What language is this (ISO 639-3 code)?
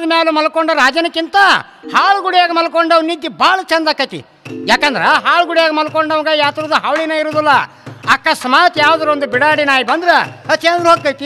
kan